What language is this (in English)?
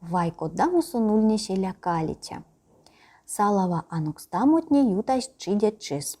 Erzya